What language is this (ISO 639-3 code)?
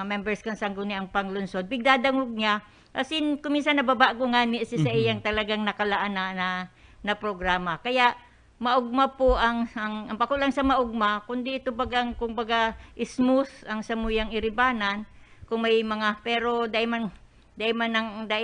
bik